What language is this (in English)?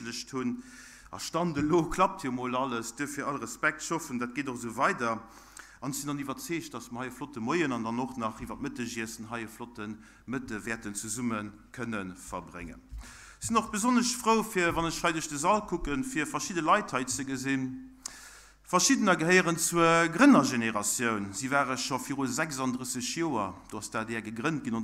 Luxembourgish